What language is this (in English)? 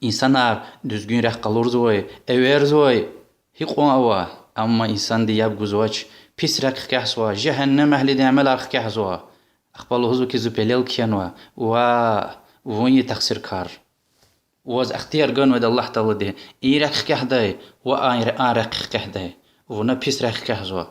Lezghian